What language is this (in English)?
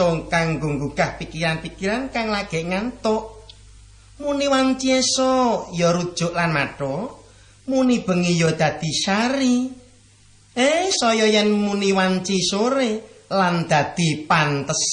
Javanese